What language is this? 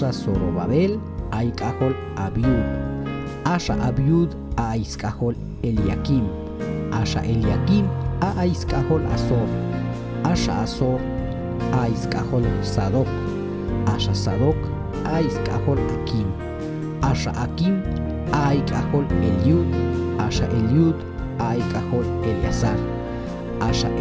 Q'anjob'al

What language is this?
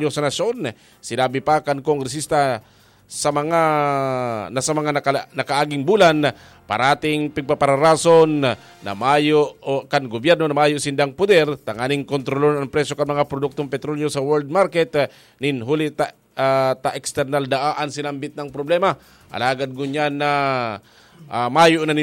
Bikol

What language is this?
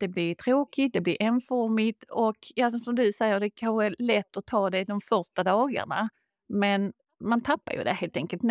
Swedish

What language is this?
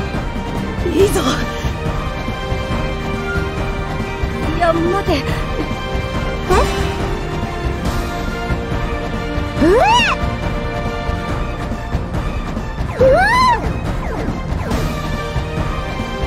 Japanese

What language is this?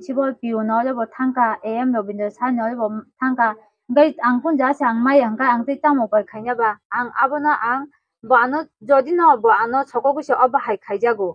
Kok Borok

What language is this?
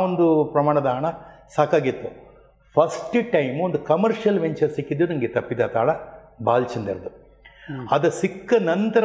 Kannada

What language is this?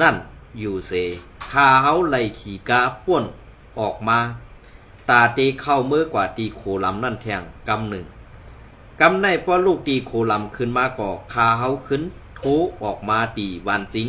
Shan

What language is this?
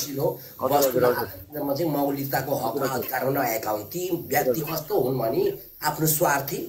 Nepali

